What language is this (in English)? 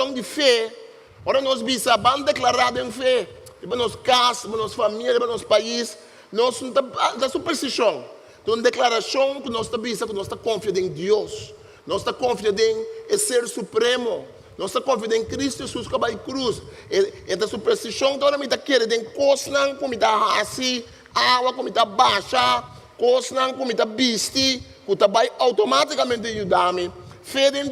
Papiamento